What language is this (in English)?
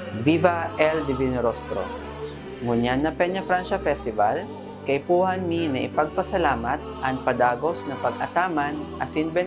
Bikol